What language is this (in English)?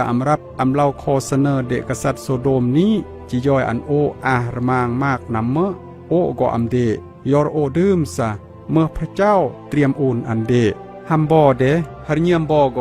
Khmu